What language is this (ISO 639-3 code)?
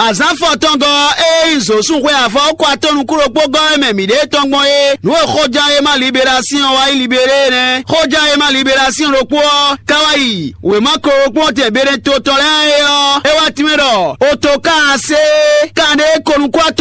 fon